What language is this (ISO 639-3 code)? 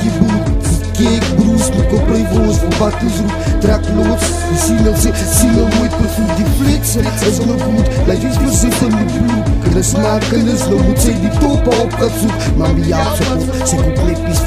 afr